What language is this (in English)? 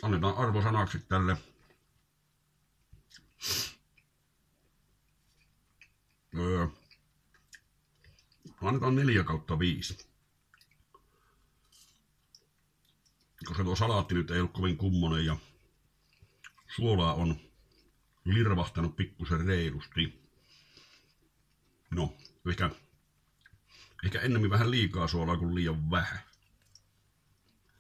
Finnish